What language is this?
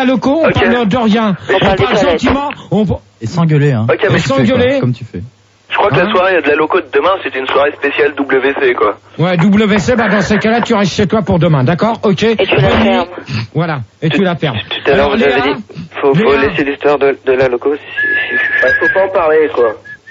French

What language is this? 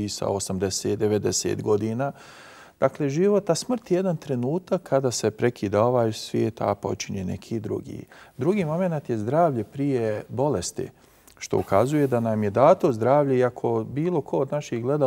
Bosnian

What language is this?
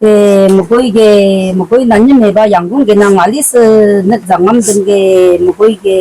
Rawang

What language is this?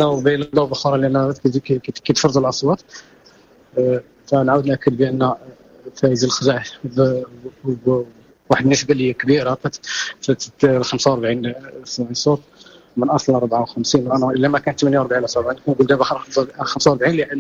Moroccan Arabic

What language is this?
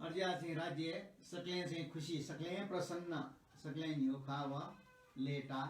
Newari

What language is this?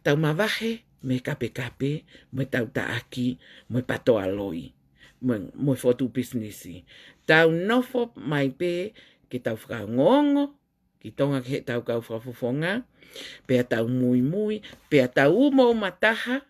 Tongan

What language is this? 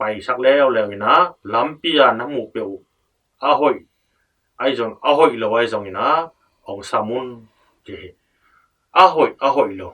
Tedim Chin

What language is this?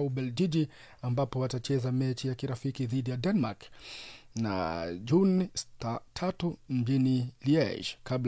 Swahili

